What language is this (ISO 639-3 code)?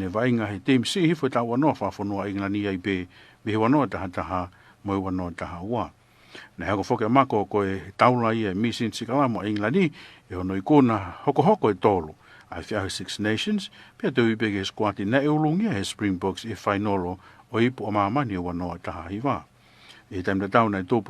ton